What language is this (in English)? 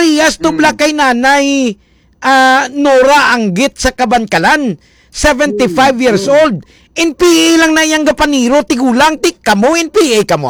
Hiligaynon